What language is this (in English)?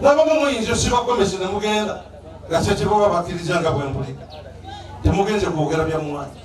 Ganda